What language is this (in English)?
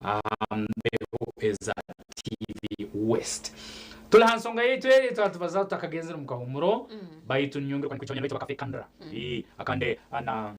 Nyankole